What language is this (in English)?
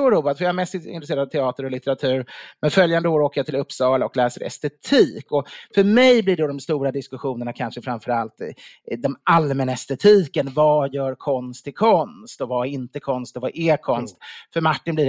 Swedish